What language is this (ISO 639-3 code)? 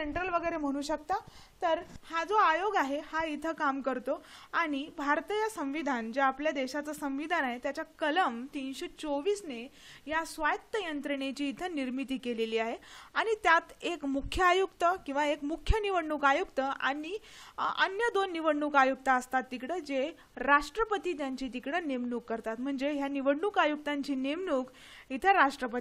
mar